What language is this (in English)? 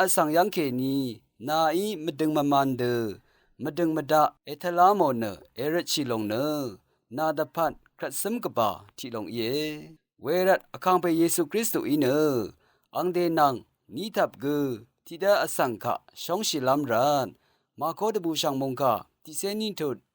Rawang